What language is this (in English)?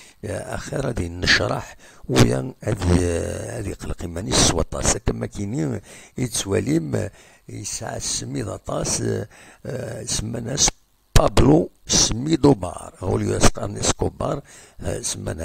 Kabyle